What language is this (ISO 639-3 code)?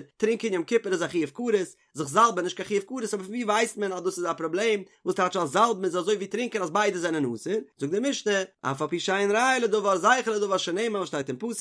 yid